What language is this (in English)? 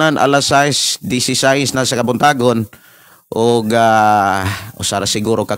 Cebuano